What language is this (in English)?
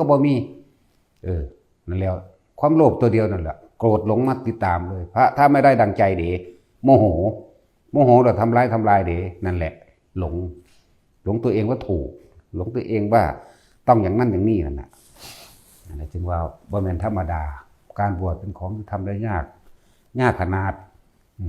Northeastern Thai